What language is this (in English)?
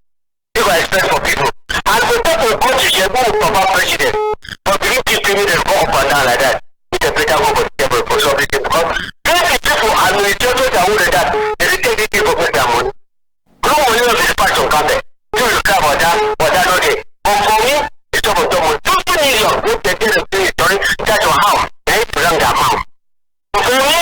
Cameroon Pidgin